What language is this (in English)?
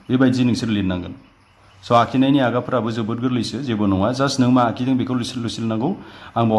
Bodo